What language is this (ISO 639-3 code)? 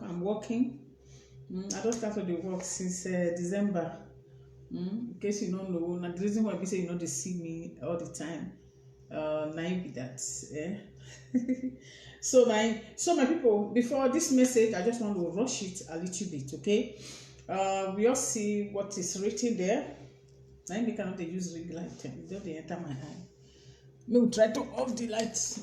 pcm